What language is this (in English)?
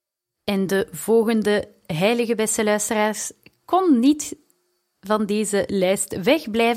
Dutch